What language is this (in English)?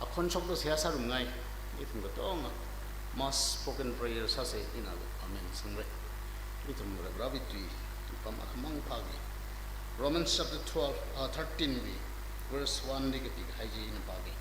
Tangkhul Naga (India)